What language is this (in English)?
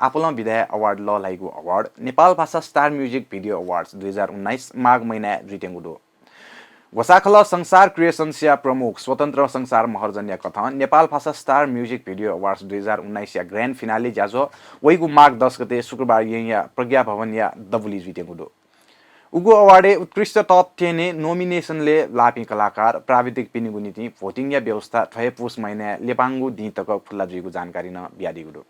Newari